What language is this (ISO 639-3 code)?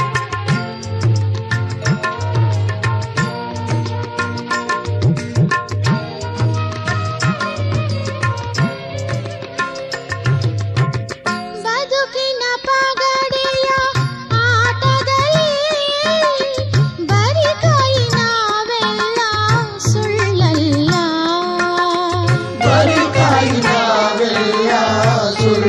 kan